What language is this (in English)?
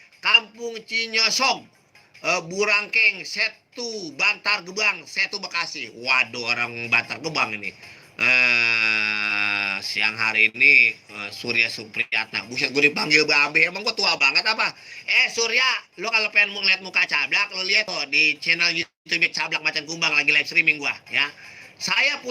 Betawi